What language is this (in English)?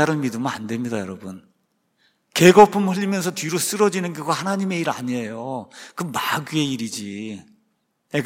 Korean